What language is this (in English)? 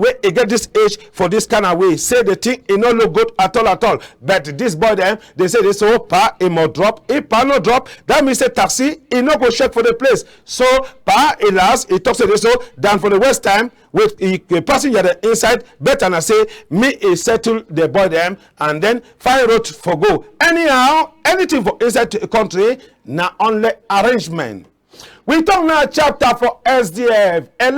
Cameroon Pidgin